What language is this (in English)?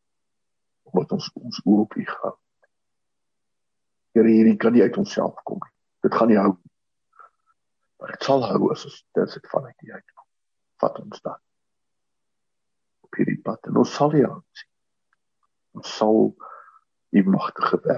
Afrikaans